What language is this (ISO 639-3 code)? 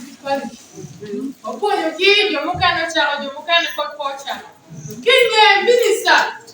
ach